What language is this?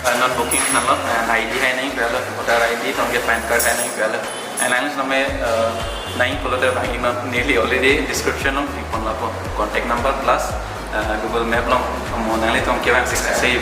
Karbi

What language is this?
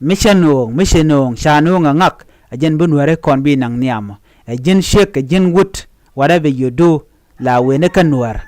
Nuer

